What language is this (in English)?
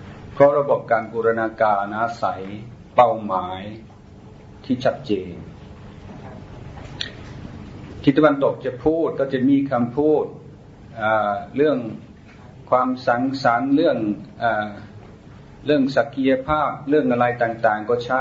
Thai